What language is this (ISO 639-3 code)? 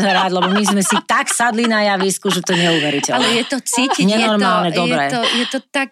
slk